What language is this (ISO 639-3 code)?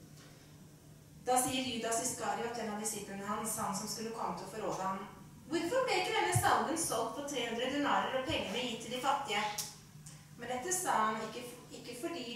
nor